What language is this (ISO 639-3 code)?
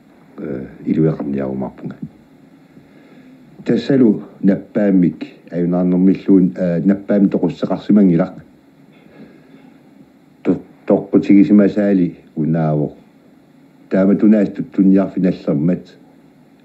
kal